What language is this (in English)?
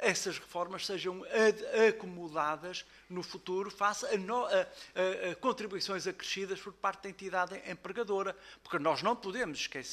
Portuguese